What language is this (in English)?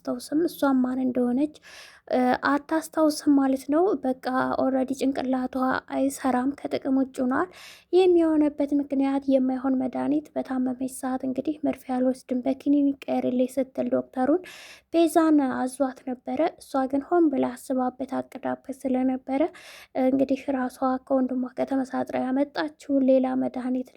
Amharic